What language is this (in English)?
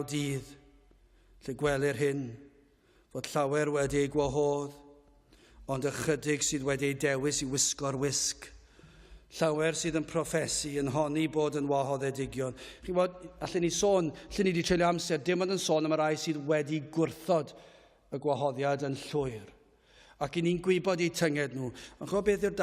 Welsh